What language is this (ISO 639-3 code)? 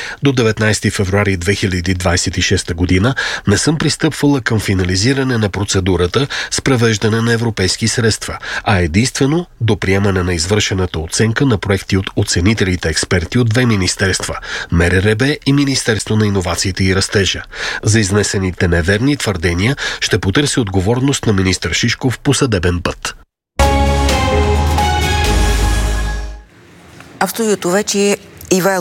bul